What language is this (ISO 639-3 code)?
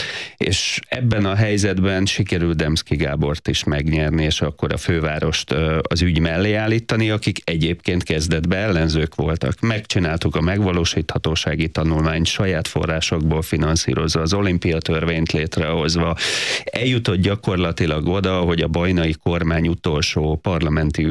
hun